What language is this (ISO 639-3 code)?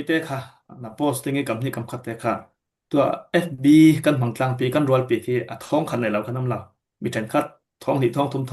cfm